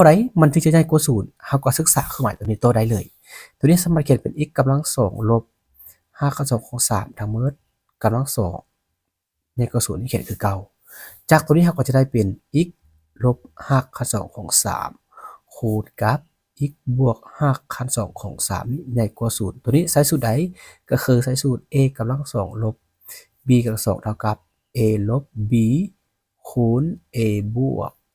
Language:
Lao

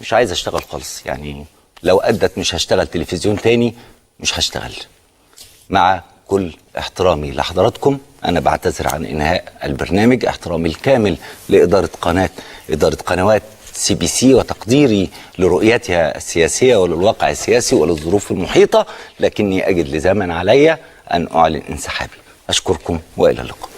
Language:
Egyptian Arabic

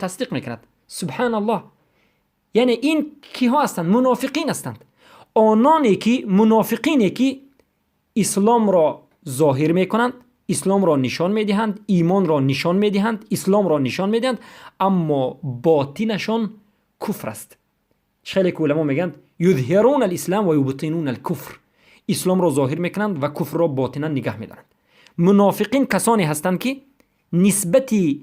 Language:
Persian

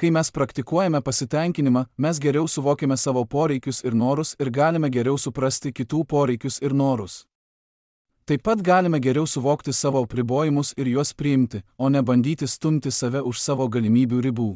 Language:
Lithuanian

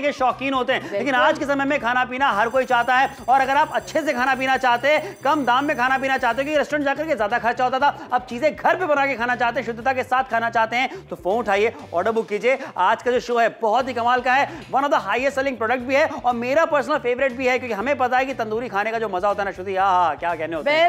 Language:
Hindi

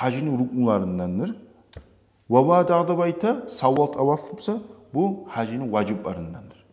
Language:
Kumyk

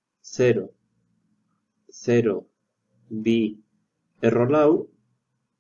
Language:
Basque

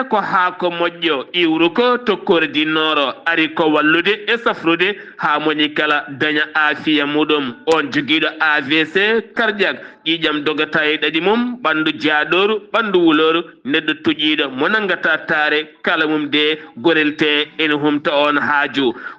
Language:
Fula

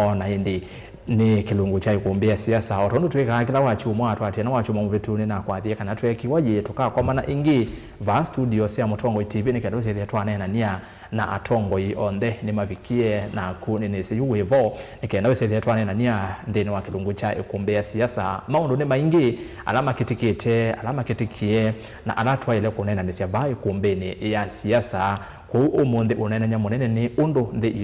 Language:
Kamba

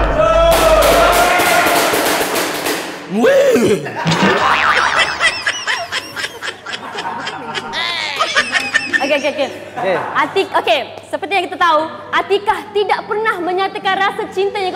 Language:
Malay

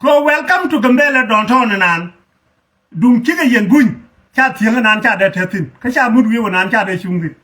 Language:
Nuer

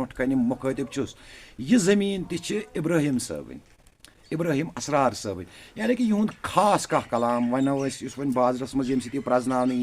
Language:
Kashmiri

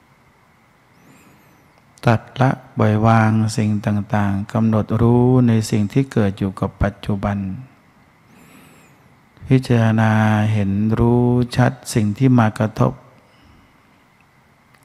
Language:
Thai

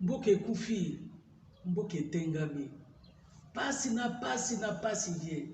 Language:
Lingala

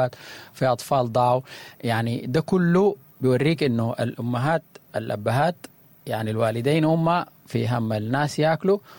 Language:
Sudanese Arabic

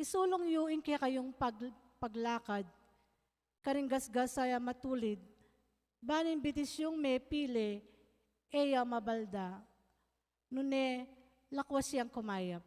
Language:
Pampanga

